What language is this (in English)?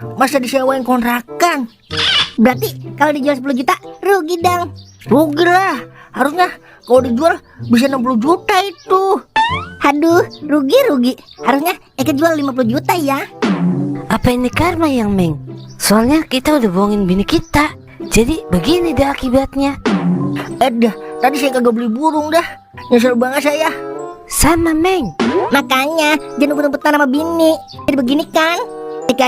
Betawi